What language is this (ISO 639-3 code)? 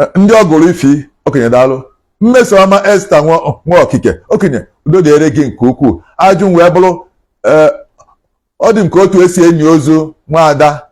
ibo